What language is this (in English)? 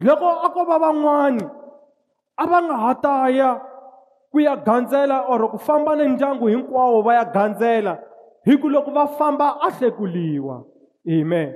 Tsonga